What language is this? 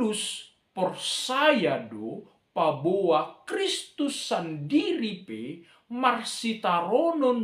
Batak Simalungun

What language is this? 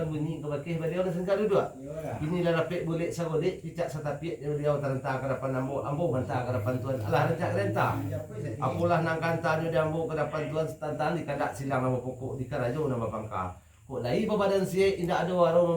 Minangkabau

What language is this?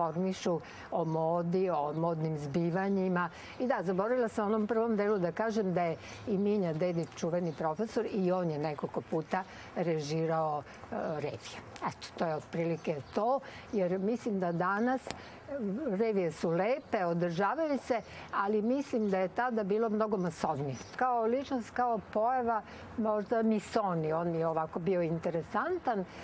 Serbian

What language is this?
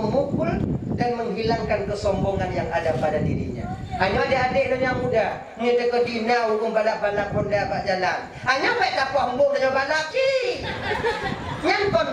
Achinese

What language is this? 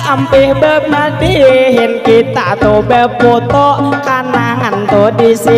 Banjar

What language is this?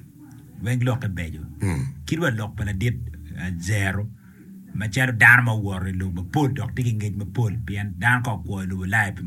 Acoli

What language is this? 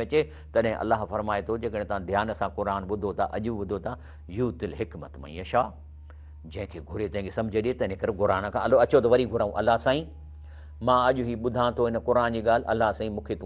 Sindhi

